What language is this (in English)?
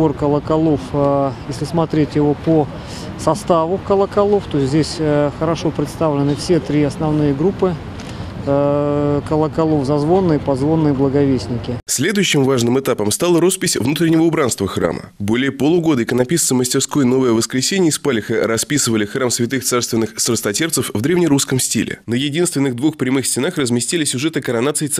Russian